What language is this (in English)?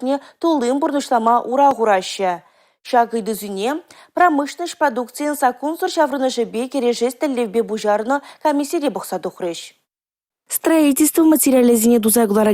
Chuvash